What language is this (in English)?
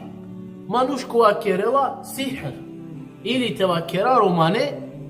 Balkan Romani